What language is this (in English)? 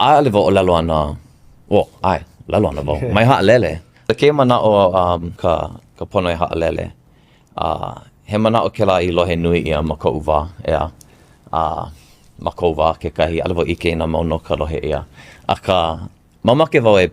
Hawaiian